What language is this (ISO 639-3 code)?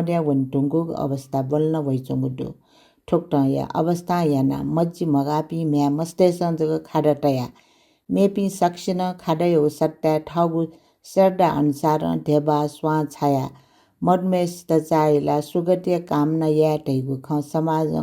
new